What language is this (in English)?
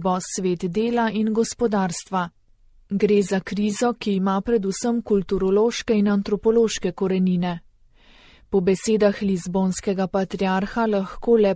Slovenian